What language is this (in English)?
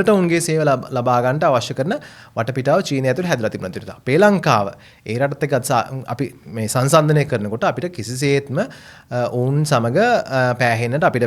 Sinhala